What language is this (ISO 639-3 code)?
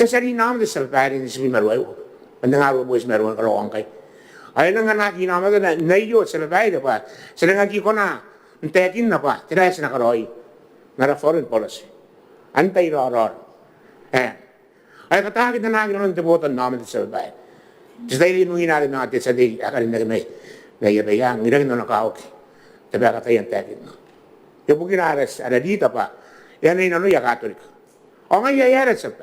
gil